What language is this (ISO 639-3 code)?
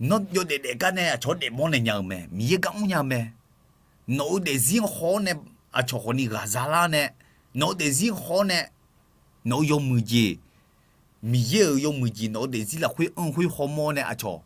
ahk